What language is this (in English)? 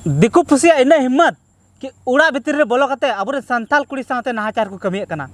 Santali